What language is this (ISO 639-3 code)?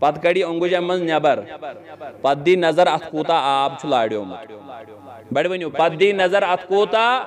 kas